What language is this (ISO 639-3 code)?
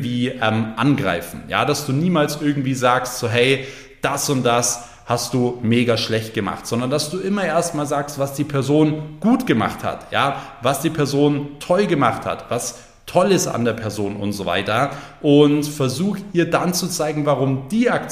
deu